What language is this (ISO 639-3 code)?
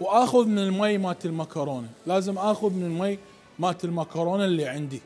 acm